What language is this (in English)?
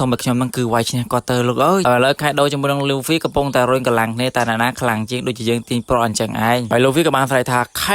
Khmer